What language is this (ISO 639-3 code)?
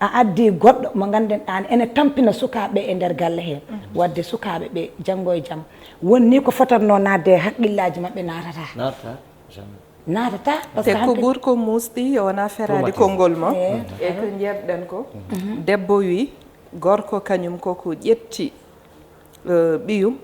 ful